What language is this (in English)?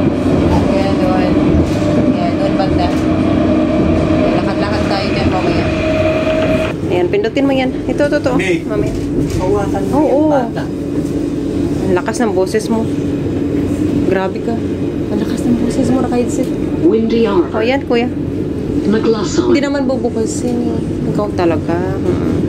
Filipino